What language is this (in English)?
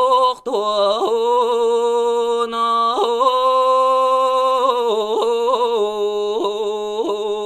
Yakut